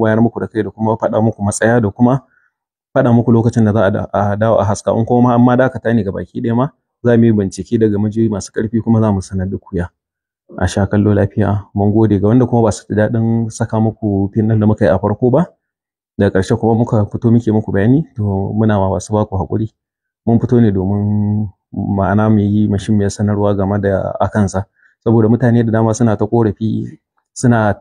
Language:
Hausa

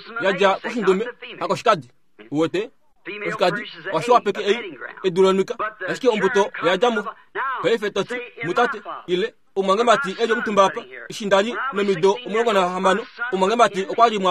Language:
Kuanyama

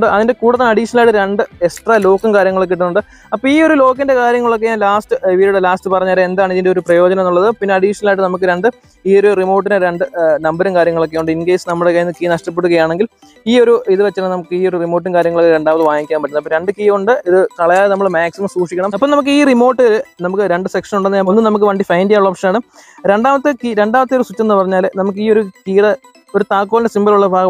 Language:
Malayalam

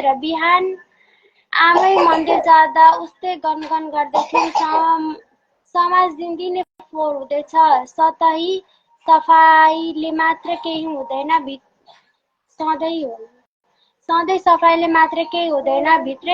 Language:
Nepali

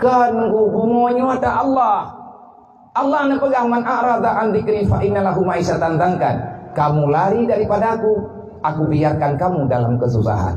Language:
Achinese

